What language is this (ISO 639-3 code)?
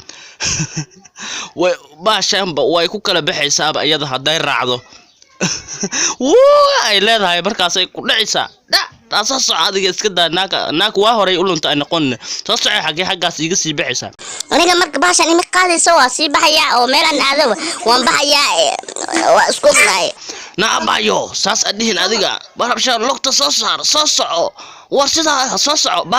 som